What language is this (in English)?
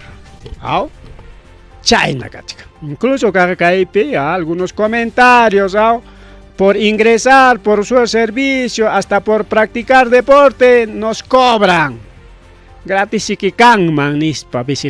Ayacucho Quechua